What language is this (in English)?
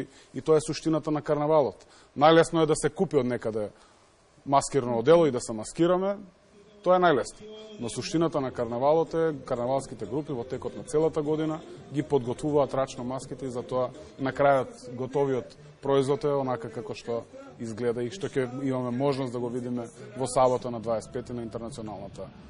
Macedonian